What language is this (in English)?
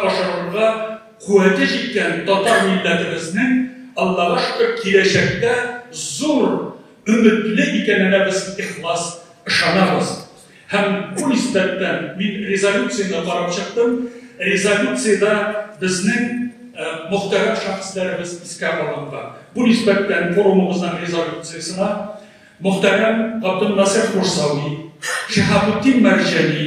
Tatar